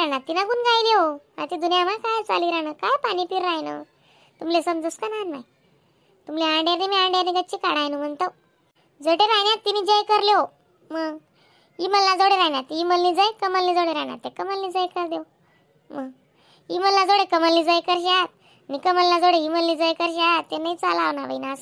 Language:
Khandesi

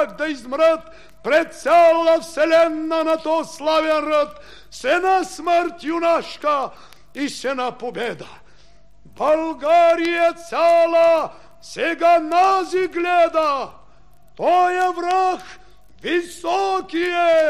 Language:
Bulgarian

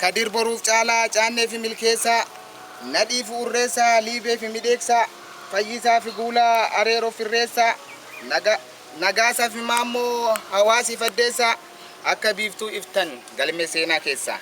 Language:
Oromo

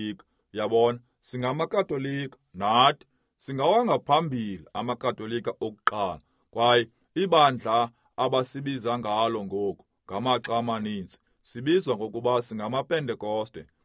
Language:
Xhosa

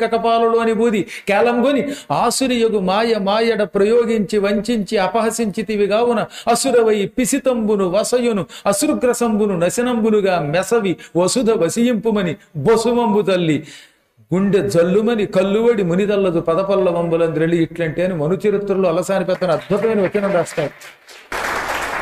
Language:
Telugu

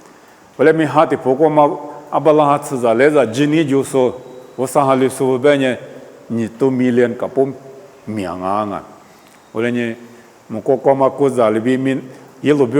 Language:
Lisu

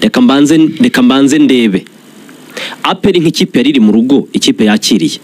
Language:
Kinyarwanda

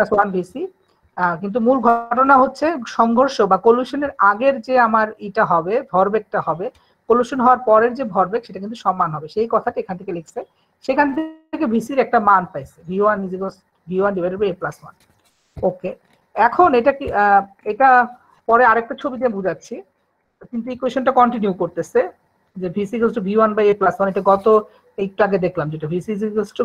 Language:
Bangla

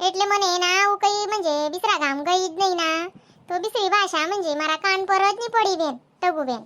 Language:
Khandesi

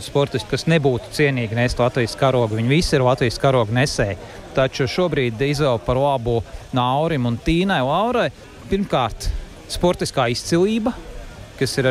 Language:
Latvian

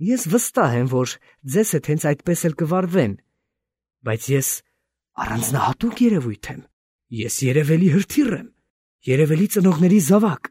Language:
Armenian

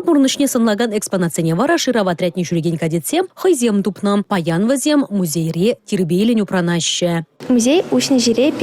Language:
Chuvash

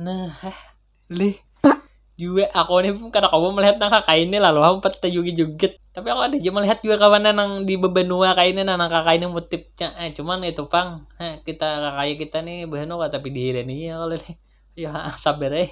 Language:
Banjar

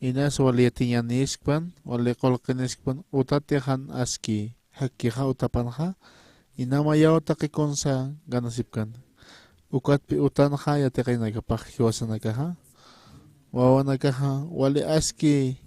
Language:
Aymara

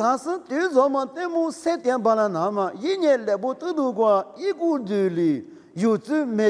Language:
Lisu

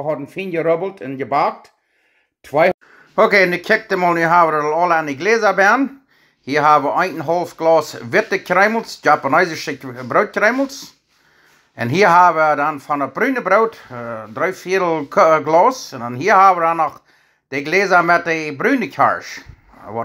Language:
Plautdietsch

